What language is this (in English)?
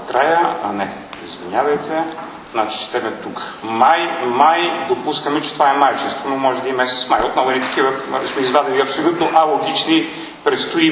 Bulgarian